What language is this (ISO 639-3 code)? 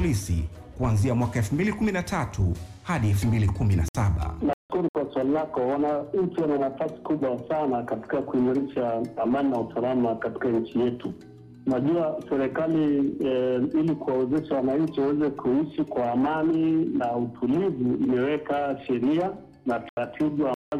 swa